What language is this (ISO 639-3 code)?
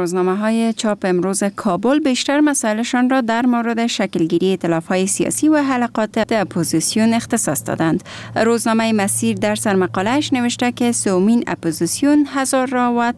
fas